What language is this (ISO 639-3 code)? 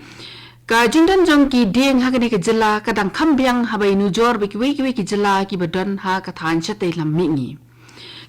kha